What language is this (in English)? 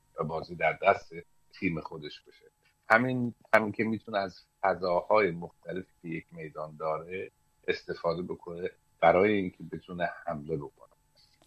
Persian